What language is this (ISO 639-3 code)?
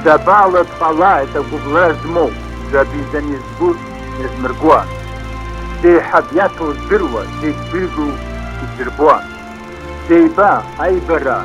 abk